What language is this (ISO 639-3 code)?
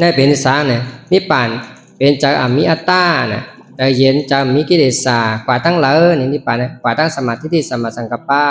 shn